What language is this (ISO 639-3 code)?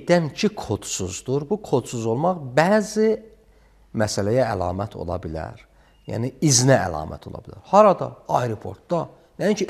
aze